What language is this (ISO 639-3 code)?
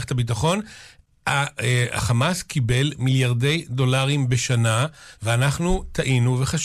heb